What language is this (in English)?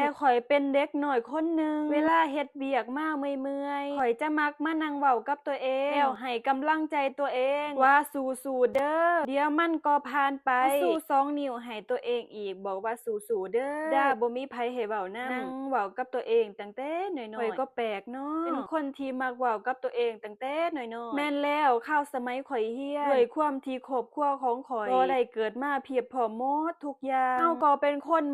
Lao